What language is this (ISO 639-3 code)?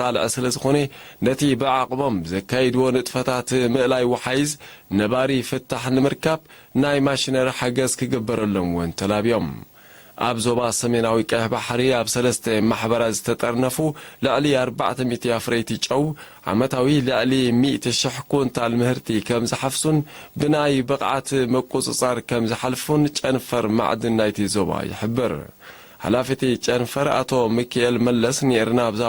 tir